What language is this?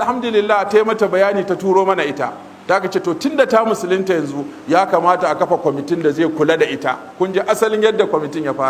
Hausa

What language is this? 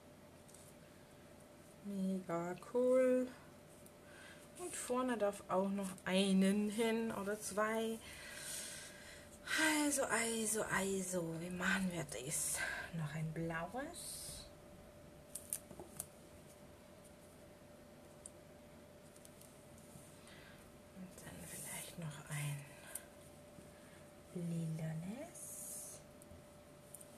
German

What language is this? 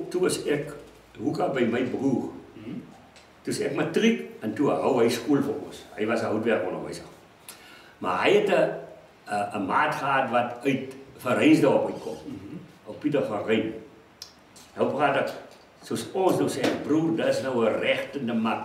Afrikaans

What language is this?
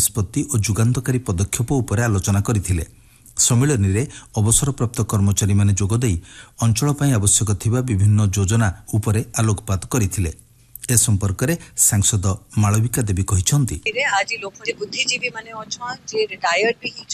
Odia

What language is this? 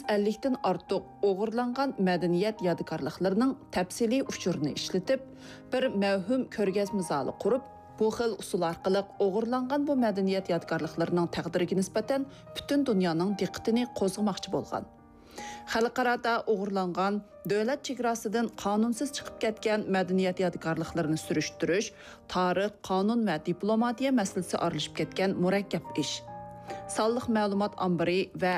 Uyghur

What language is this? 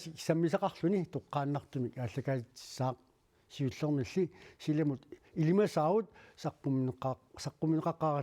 Kalaallisut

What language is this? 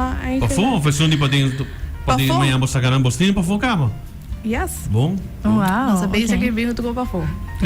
Papiamento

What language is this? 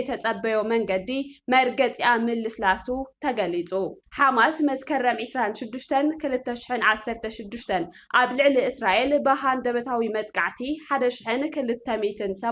Tigrinya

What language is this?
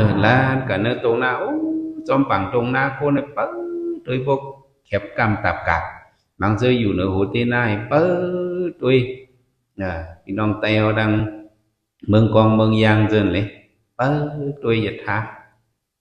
Shan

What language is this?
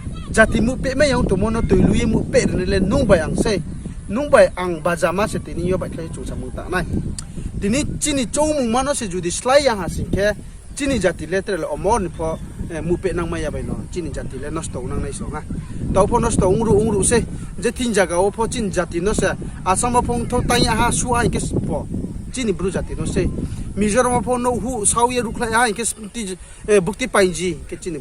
Riang (India)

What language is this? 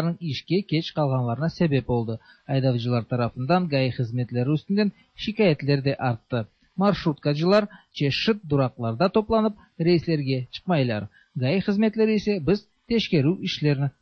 Tatar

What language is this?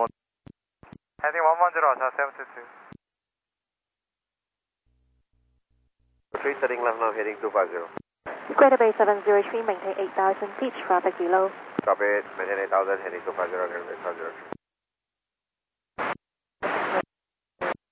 English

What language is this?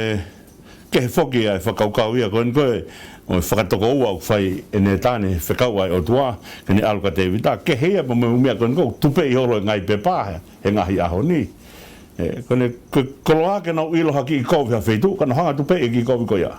Tongan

